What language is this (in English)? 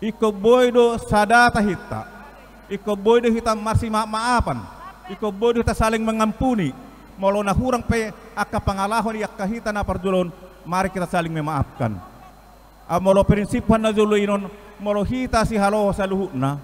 Batak Toba